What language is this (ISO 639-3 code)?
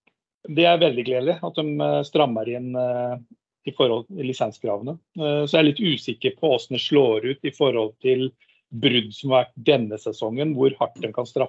nor